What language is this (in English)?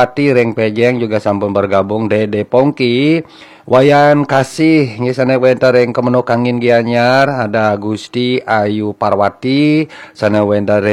Balinese